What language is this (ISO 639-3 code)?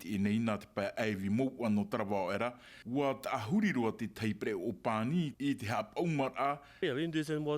tah